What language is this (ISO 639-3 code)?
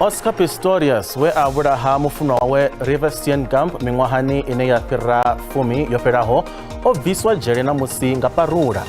ven